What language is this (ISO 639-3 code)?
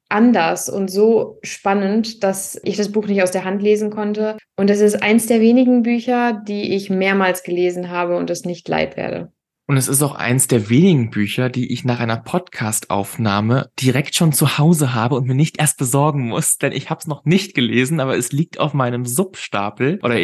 deu